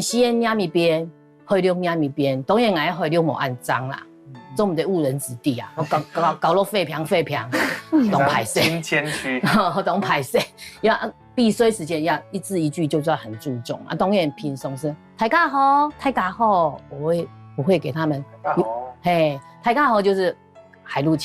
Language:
Hakka Chinese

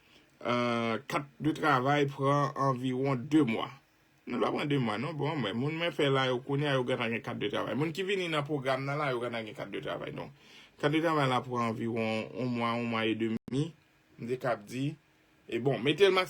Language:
Haitian Creole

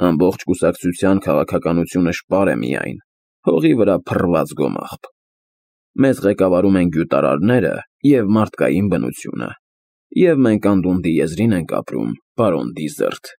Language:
Armenian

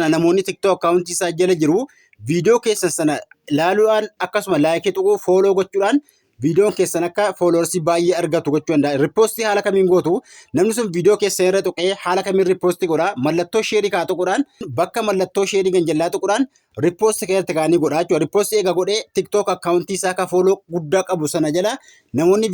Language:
Oromo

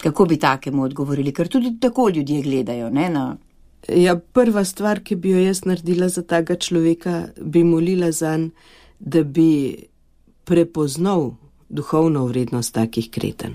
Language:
Slovenian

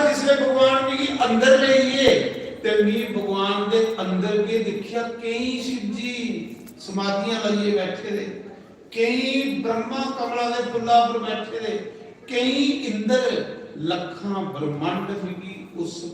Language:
Dogri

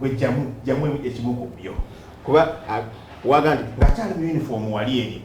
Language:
Ganda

